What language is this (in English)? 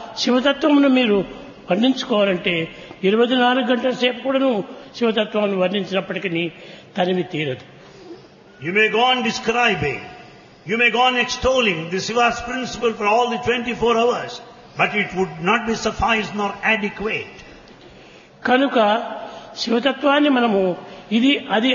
Telugu